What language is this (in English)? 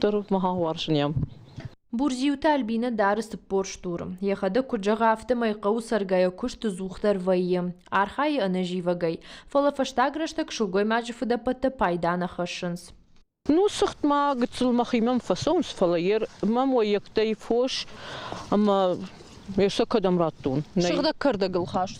Ossetic